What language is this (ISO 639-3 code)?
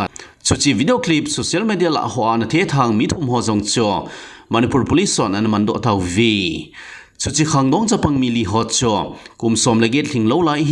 tcz